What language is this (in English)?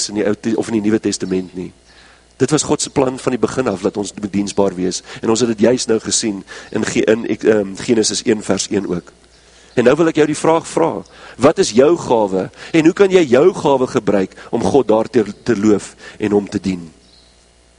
Afrikaans